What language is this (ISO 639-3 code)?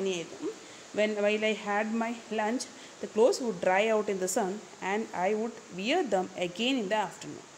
mal